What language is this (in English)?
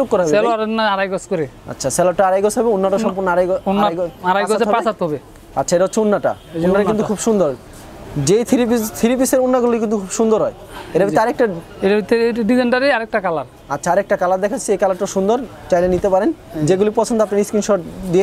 Bangla